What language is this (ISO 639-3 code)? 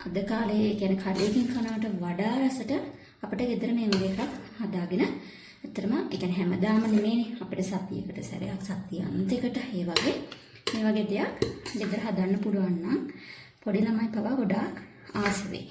sin